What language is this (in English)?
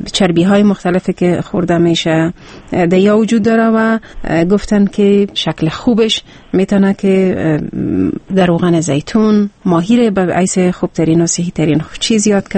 Persian